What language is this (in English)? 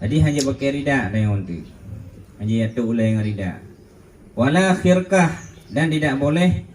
Achinese